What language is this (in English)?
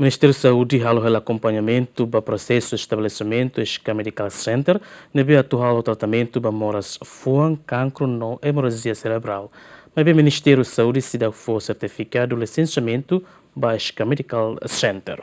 Tetum